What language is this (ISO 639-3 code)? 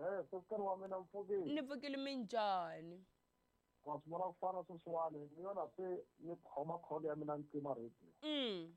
tso